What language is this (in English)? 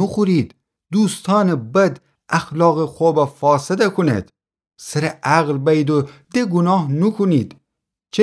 Gilaki